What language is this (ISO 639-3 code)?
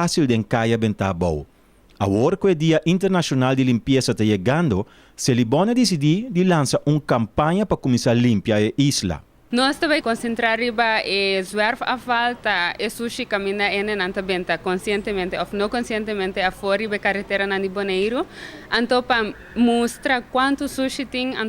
pap